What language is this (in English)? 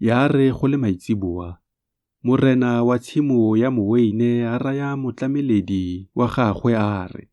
Tswana